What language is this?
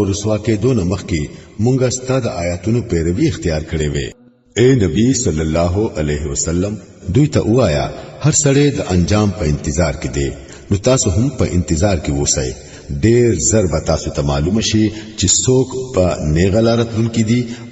Pashto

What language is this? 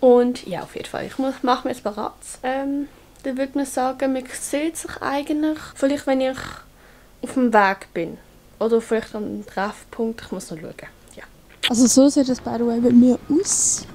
Swiss German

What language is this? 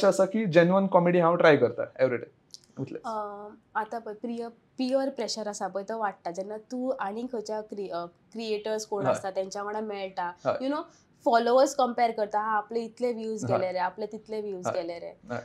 Konkani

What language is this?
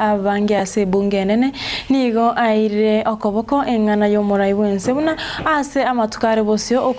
Gusii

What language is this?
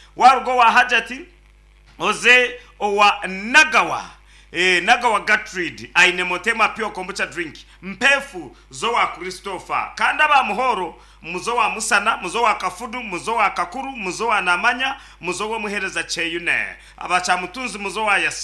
Nyankole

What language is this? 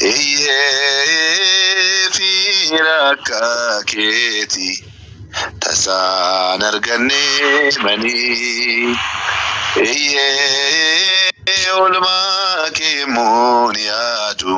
Oromo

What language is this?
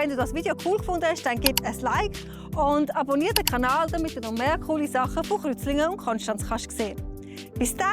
Swiss German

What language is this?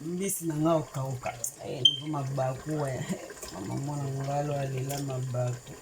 Lingala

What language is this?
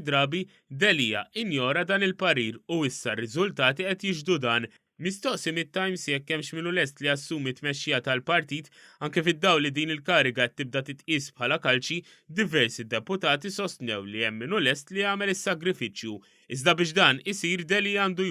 Maltese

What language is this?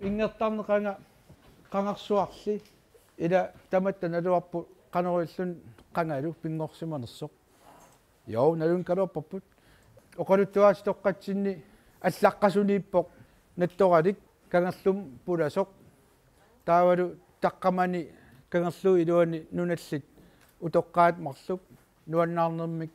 Kalaallisut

